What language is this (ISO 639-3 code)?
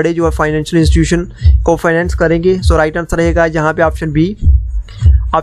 hin